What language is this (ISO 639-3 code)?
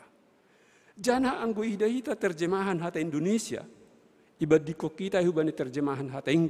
bts